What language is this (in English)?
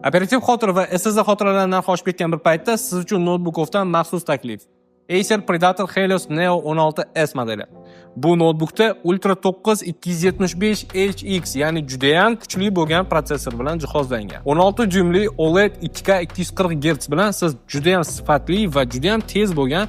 Uzbek